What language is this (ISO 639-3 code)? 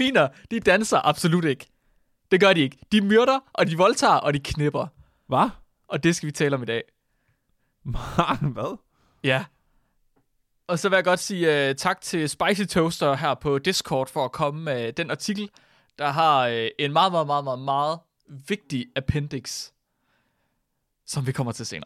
dan